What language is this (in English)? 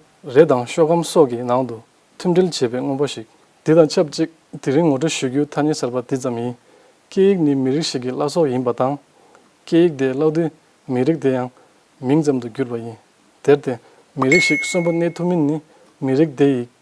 Tibetan